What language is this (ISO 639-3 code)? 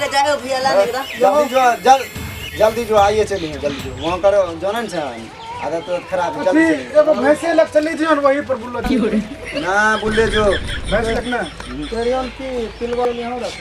mai